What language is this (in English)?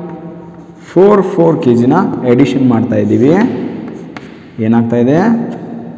Kannada